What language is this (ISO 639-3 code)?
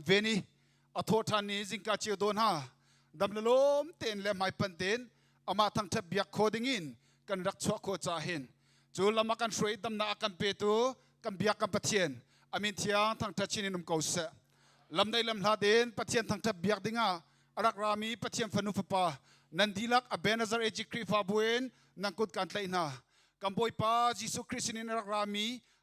cnh